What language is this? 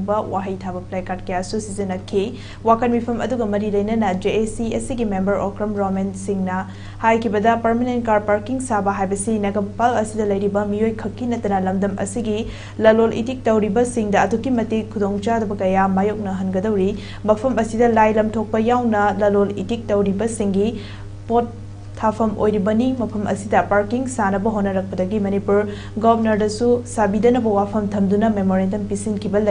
Manipuri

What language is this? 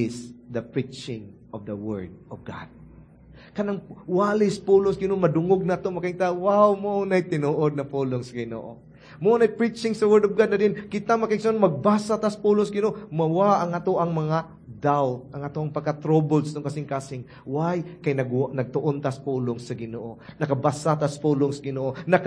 Cebuano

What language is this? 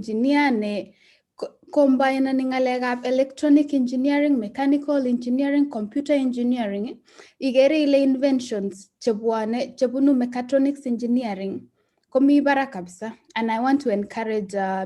Kalenjin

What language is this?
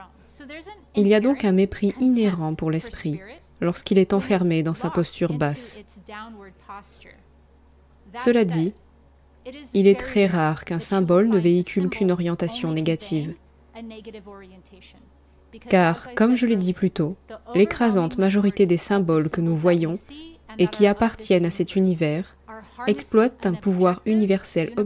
French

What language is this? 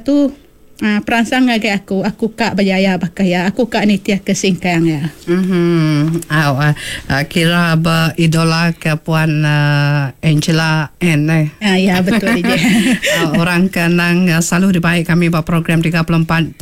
Iban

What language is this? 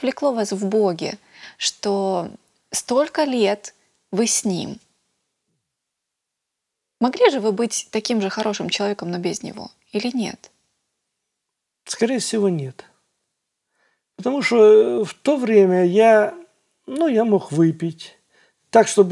Russian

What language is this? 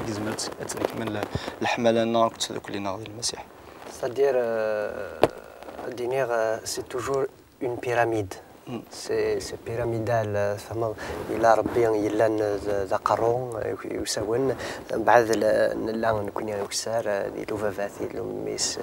Kabyle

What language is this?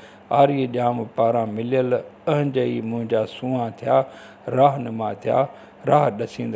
Sindhi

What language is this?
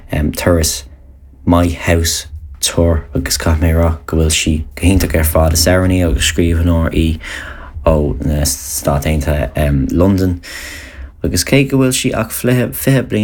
Irish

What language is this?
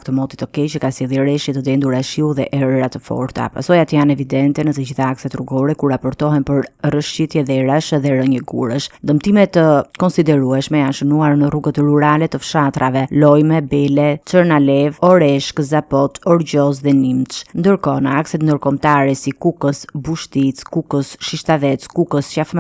Albanian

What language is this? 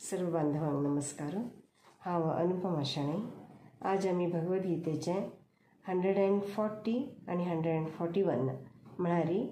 Konkani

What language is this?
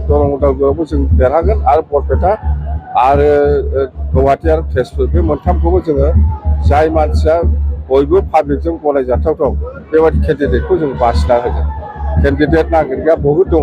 Bodo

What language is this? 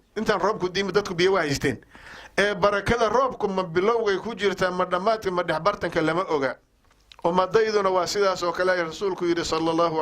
Somali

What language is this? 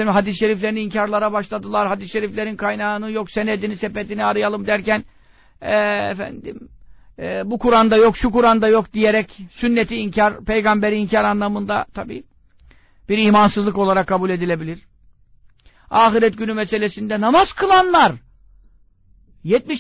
Turkish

